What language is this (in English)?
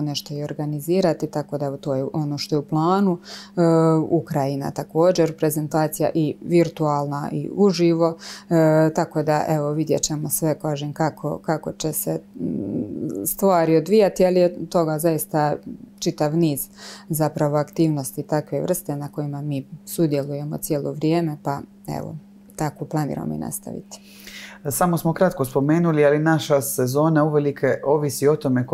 Croatian